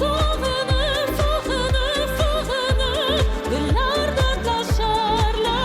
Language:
Kara-Kalpak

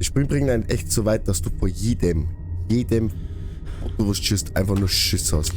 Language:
Bavarian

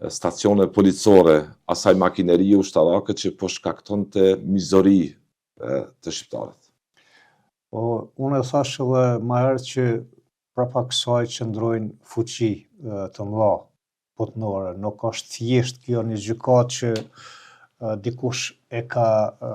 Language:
Albanian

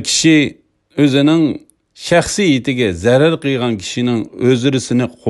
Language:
Uyghur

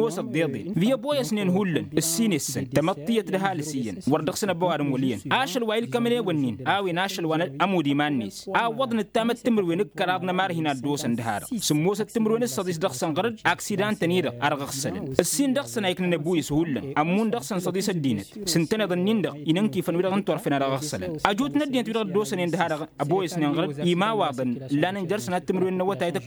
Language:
Tamasheq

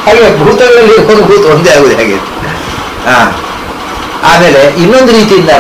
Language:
Kannada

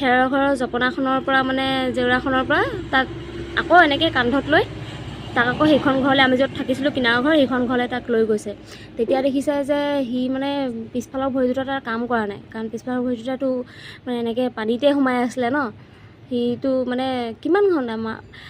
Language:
Assamese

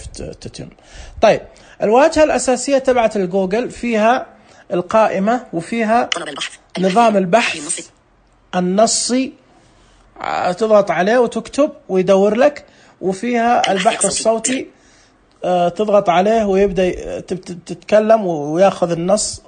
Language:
Najdi Arabic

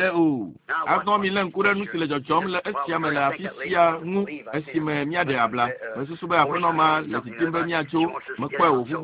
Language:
Ewe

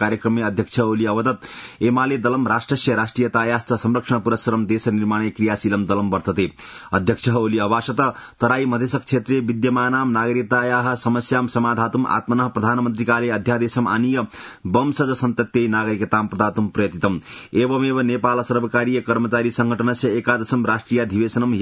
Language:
Sanskrit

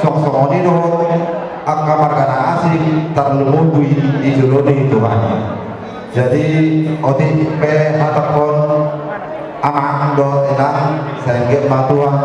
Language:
Batak Toba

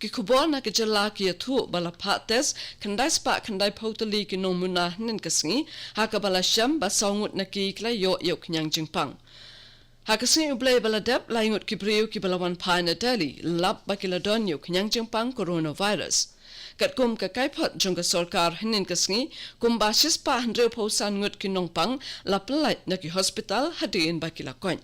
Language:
Khasi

